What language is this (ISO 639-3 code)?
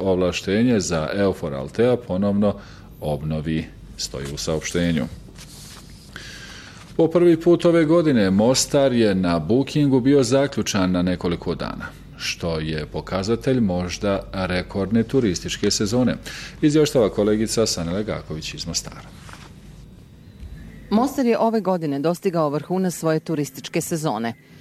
bos